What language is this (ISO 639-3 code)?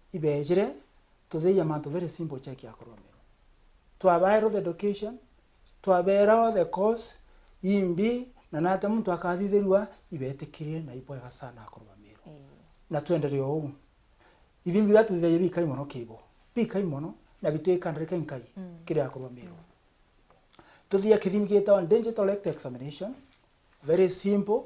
mer